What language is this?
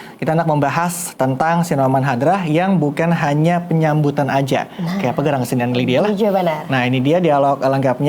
Banjar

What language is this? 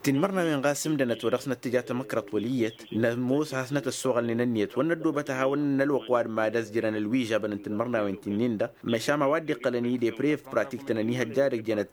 Tamasheq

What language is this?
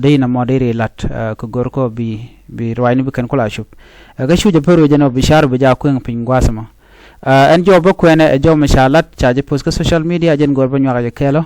Nuer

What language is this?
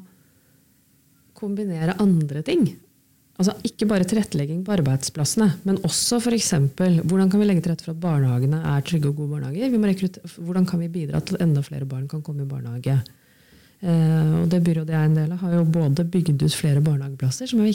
Norwegian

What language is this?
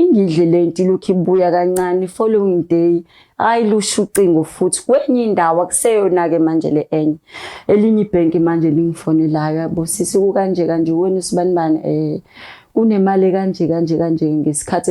Zulu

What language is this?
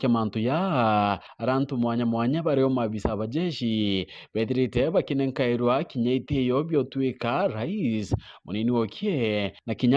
Meru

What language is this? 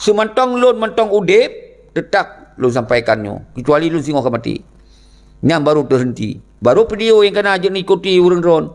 Achinese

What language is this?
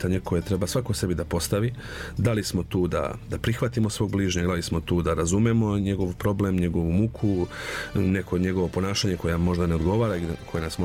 Serbian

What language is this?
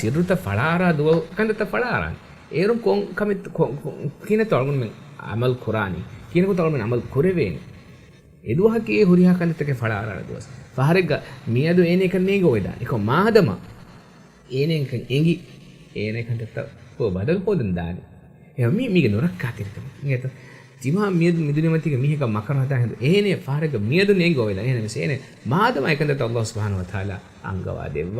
Divehi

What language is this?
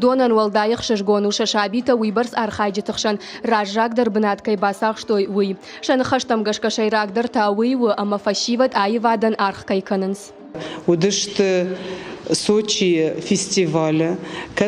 Ossetic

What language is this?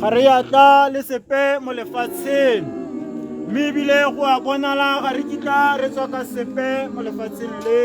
Tswana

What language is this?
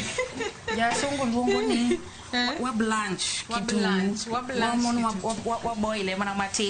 Luo (Kenya and Tanzania)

